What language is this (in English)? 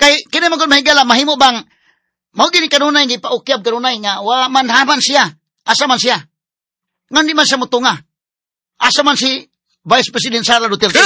Cebuano